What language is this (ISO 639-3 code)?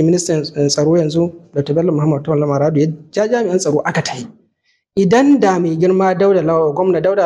hau